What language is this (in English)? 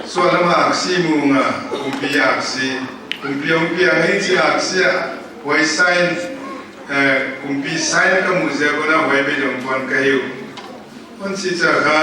Paite Chin